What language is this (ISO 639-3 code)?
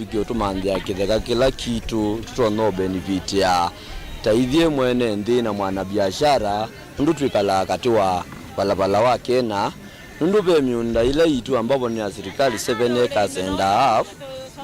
kam